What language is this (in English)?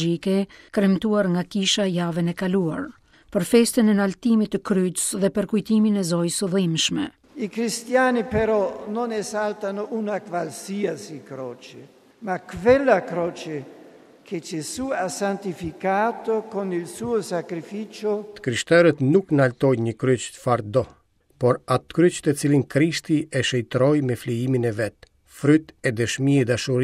Albanian